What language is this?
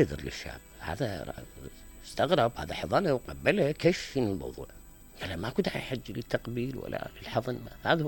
Mesopotamian Arabic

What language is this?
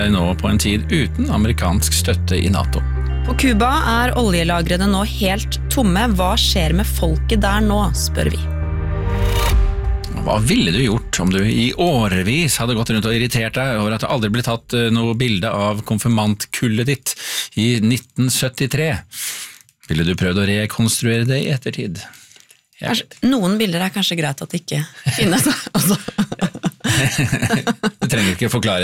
Norwegian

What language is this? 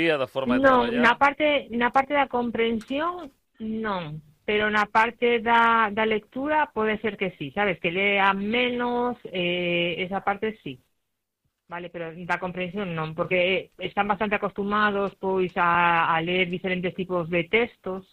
Galician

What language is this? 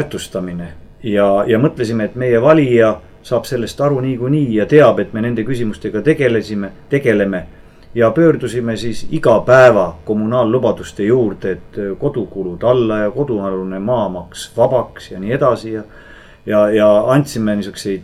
Estonian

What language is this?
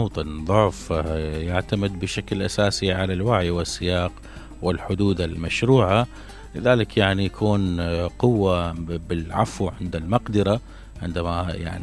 Mesopotamian Arabic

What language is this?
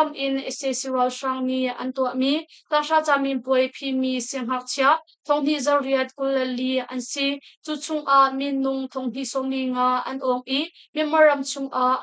Hakha Chin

